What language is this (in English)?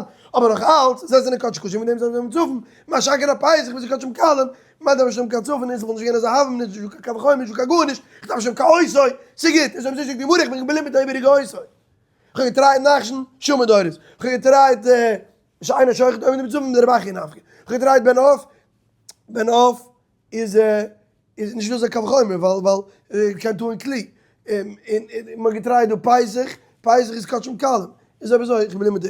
Yiddish